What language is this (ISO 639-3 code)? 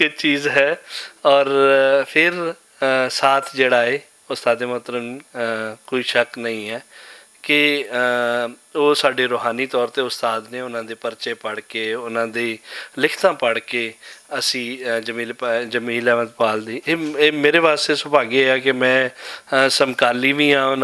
lah